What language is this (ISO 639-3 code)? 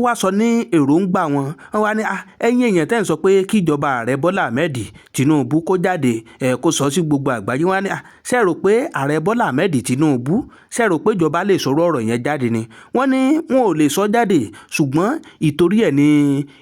yor